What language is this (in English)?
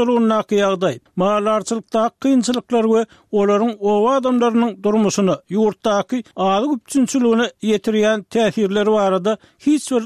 Turkmen